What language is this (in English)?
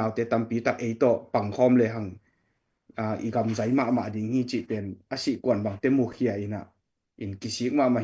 Tedim Chin